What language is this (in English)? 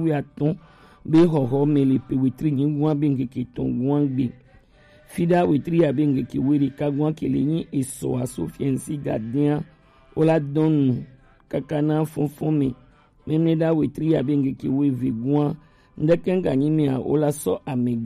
Gen